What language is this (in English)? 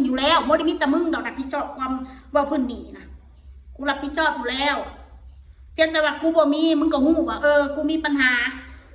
Northeastern Thai